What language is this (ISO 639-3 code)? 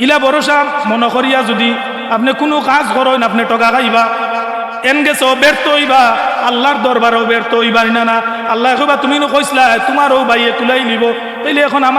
syl